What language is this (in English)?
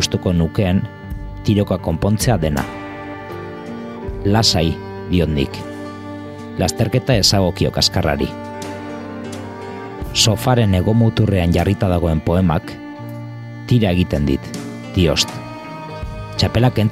Basque